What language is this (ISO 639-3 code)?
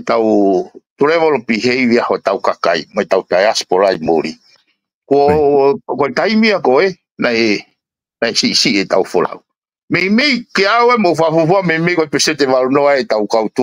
ton